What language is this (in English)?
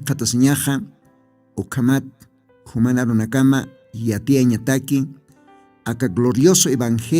Aymara